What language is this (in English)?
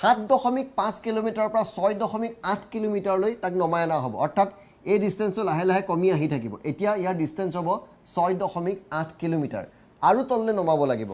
Assamese